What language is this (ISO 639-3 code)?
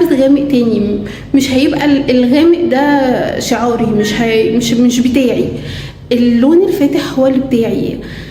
arz